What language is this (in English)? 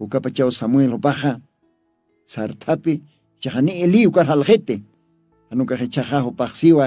Aymara